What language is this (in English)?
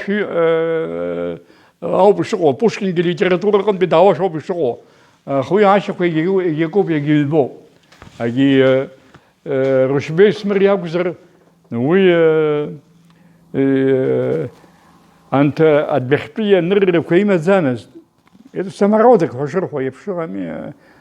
Abkhazian